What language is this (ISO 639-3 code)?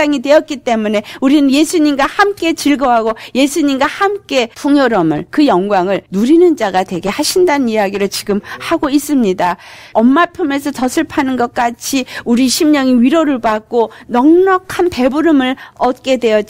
kor